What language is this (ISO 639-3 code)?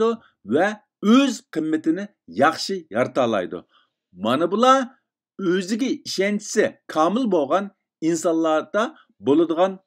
uig